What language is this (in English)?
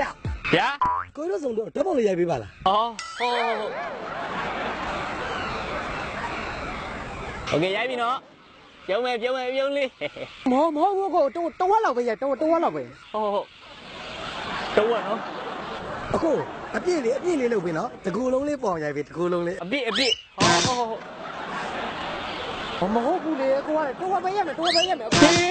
Burmese